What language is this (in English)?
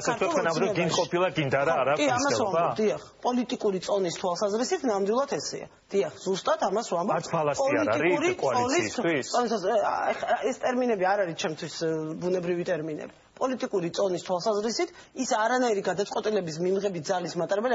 Georgian